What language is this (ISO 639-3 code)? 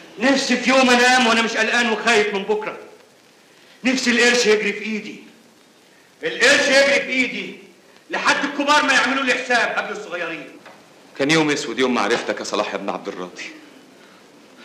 arz